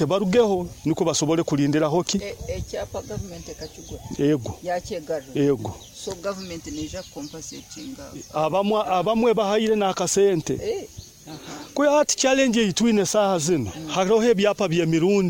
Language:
Nyoro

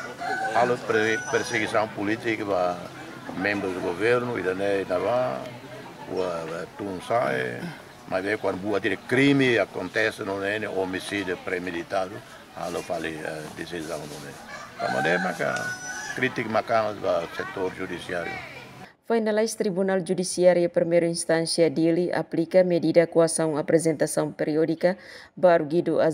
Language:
Tetum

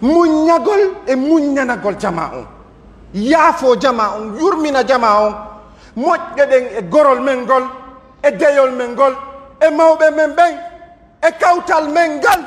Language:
Pular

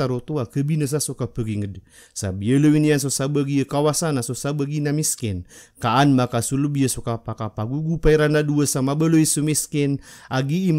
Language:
Maranao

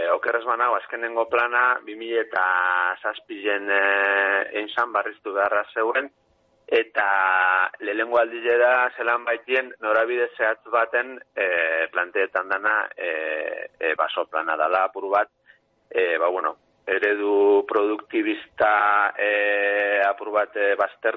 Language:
Basque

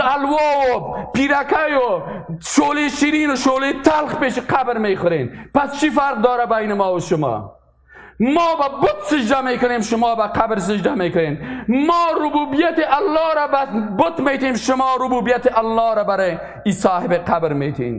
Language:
Persian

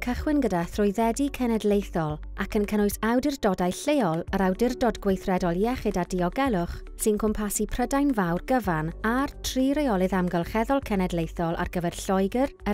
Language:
Welsh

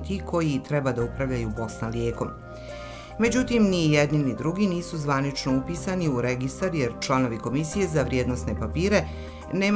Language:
Bosnian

